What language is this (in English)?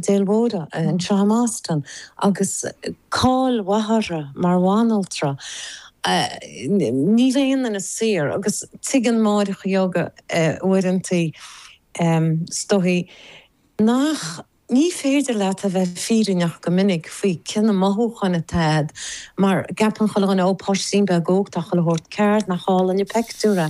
Irish